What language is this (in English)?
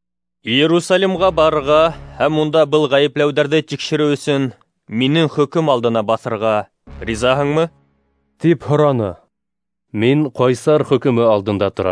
Bashkir